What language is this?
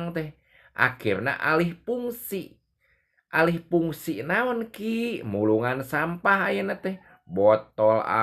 Sundanese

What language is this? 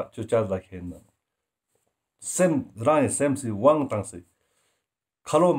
Ladakhi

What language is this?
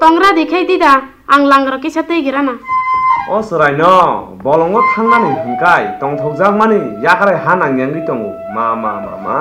Kok Borok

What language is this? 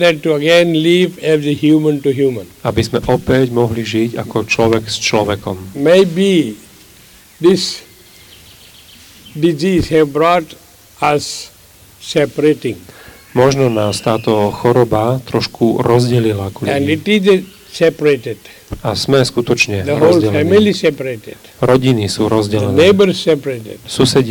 Slovak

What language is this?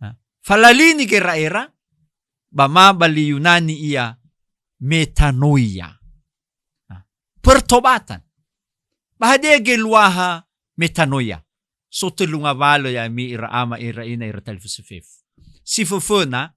Nias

